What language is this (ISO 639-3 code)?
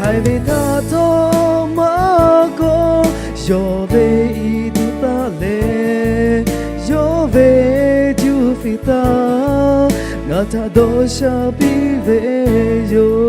lhu